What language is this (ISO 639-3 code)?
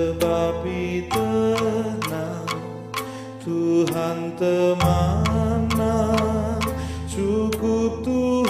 btx